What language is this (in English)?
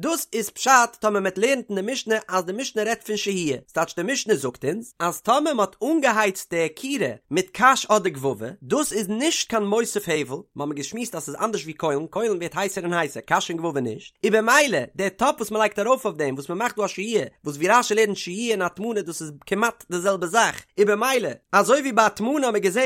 Yiddish